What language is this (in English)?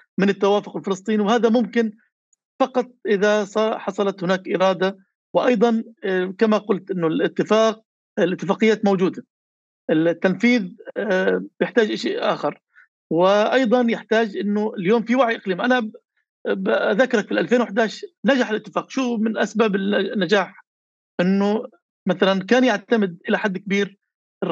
North Levantine Arabic